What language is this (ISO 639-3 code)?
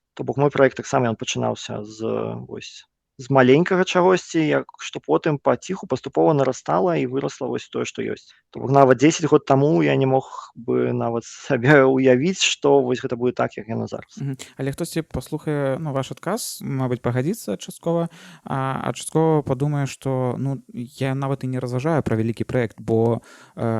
bel